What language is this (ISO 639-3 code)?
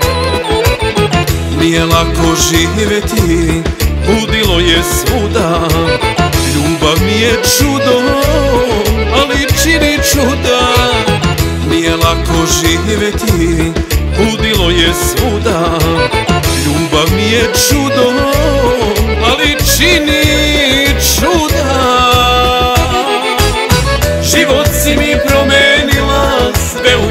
srp